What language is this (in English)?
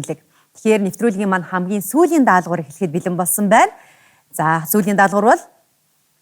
Mongolian